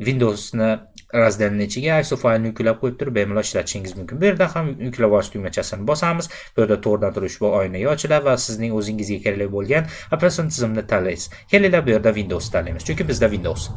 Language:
Uzbek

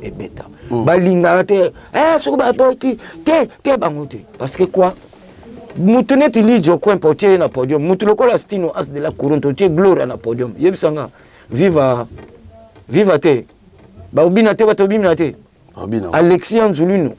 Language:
Lingala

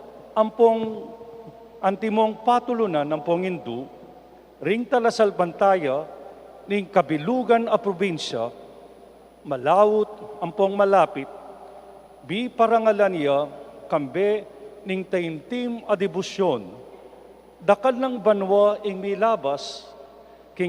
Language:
Pampanga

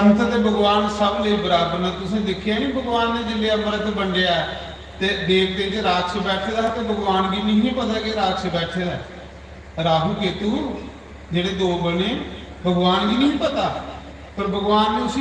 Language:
Dogri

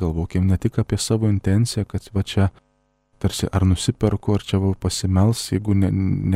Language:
Lithuanian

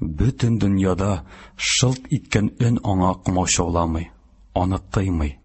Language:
Tatar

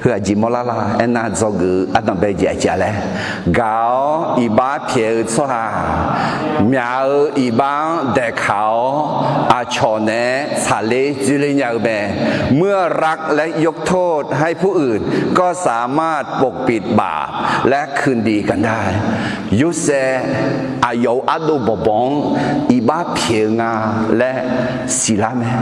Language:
Akha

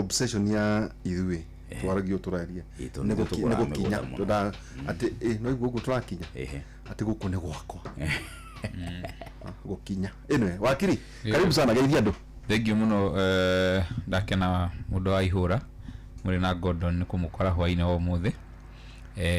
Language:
Kikuyu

